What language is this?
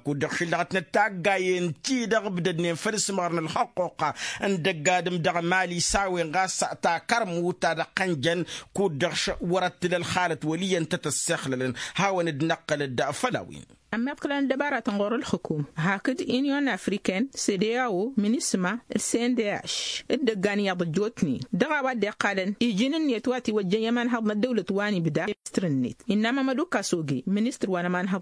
Tamasheq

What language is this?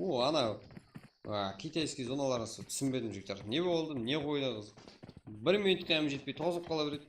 Kara-Kalpak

